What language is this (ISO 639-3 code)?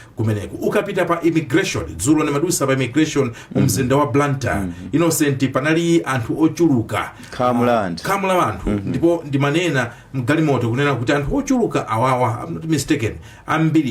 nya